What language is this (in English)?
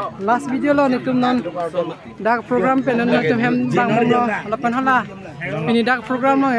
Karbi